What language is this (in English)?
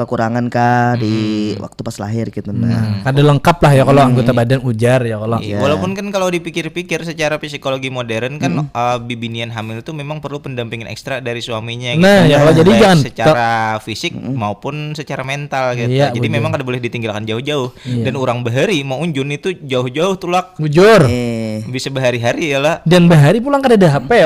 Banjar